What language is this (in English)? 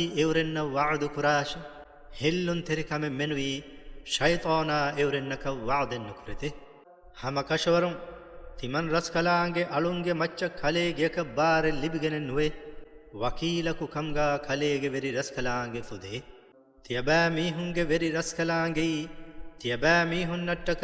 Divehi